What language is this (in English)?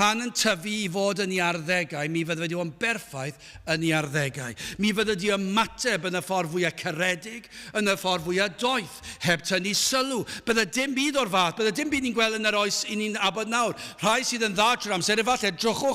Welsh